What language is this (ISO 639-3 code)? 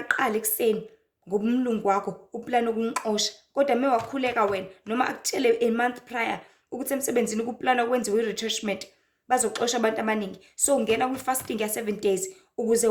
zul